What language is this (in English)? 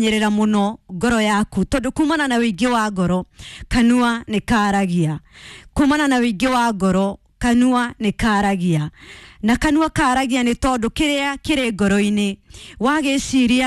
Kikuyu